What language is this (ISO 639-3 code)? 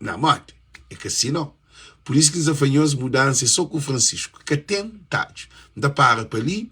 kea